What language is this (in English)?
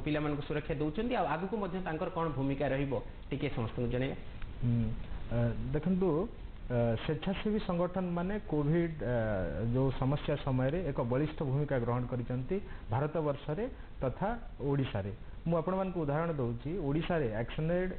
Odia